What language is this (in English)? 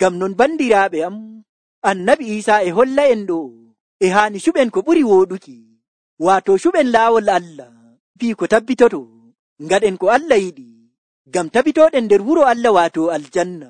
Nigerian Fulfulde